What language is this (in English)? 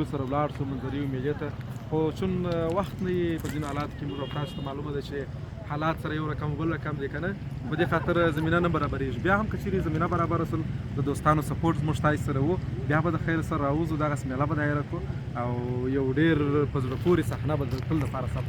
Pashto